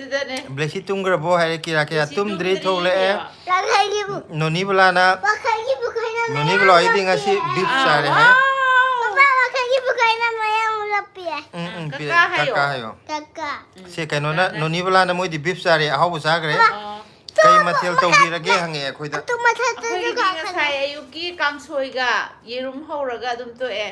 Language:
Manipuri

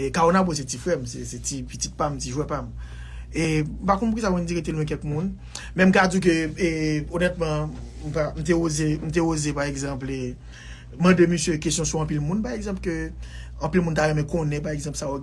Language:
Haitian Creole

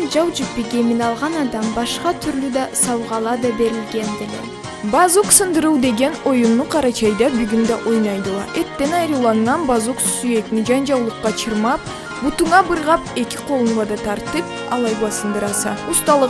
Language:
Karachay-Balkar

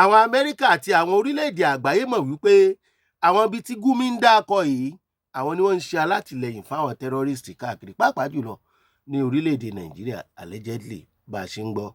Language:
Yoruba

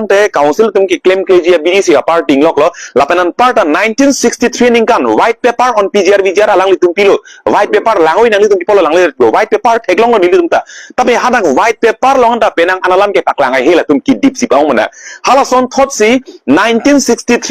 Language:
Karbi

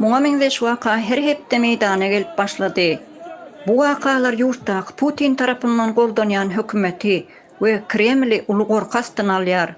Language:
Turkmen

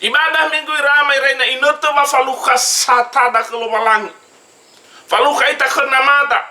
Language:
Nias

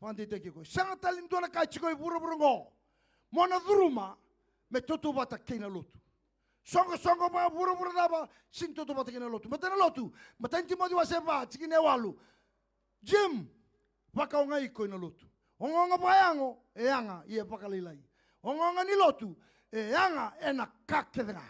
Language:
Fijian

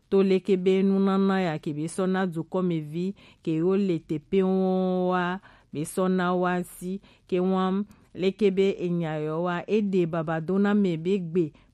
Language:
Gen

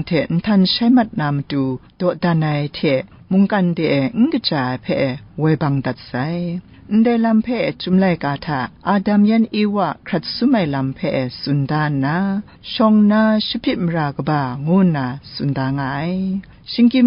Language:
Kachin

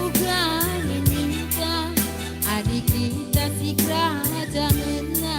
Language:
Batak Karo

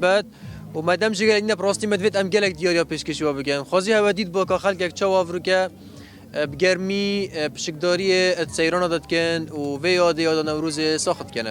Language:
Kurdish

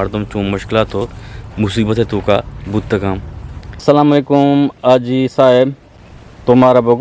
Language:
Eastern Balochi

